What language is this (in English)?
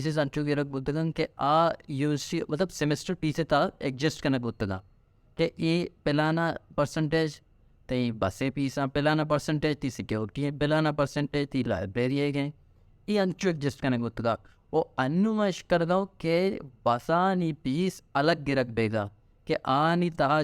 Baluchi